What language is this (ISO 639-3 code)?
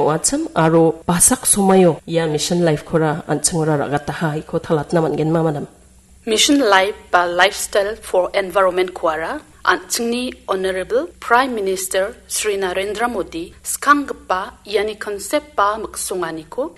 grt